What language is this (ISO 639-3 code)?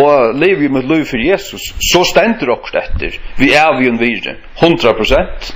fao